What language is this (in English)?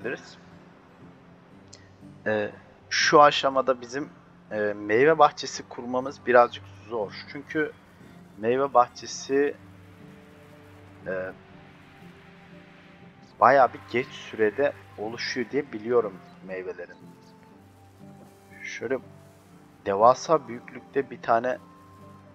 Turkish